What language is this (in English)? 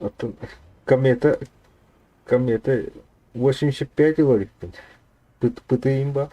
Yakut